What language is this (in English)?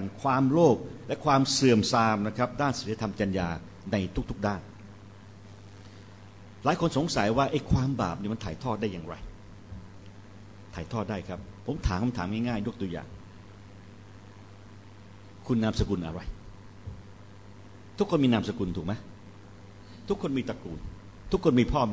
Thai